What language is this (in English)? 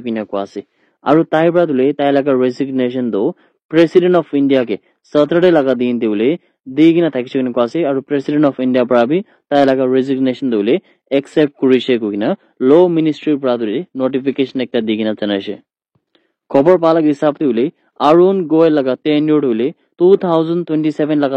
Naga Pidgin